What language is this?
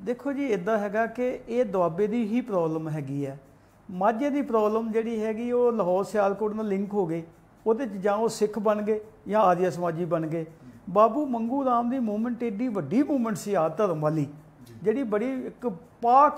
Punjabi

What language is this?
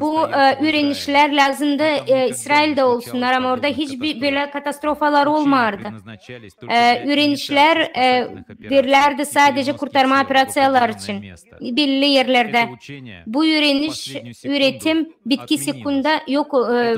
Gagauz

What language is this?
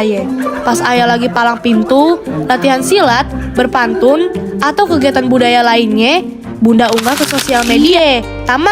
Betawi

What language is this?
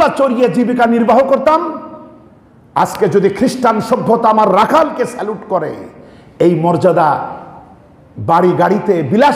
Bangla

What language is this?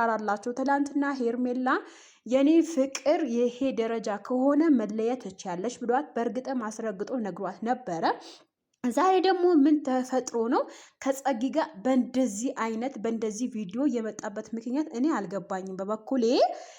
Amharic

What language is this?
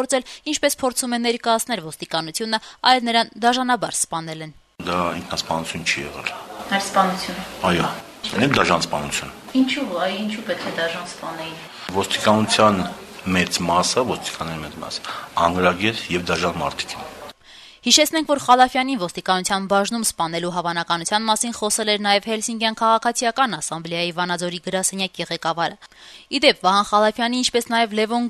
Armenian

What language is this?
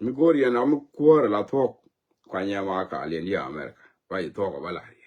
Nuer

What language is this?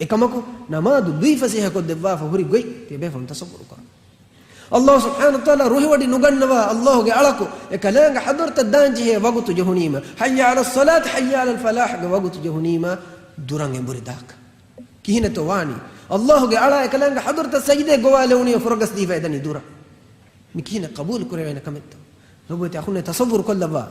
Divehi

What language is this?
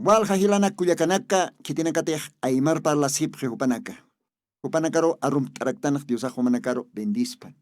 Aymara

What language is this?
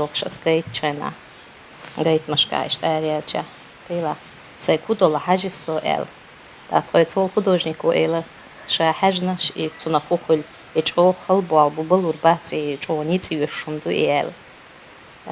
Chechen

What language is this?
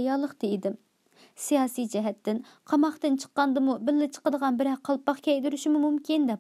Uyghur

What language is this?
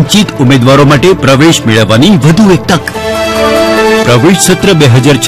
Gujarati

